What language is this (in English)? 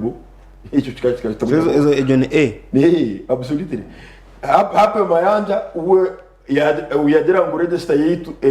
Nyankole